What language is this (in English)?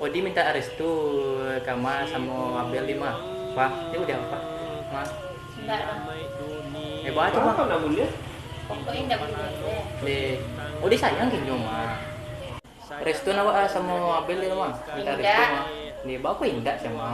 Minangkabau